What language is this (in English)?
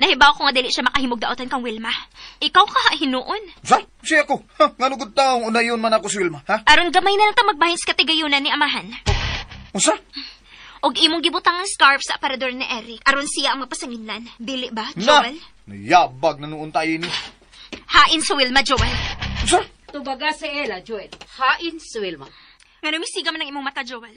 Cebuano